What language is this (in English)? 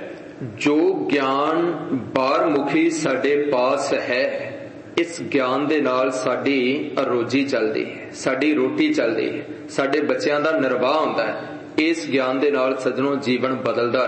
Punjabi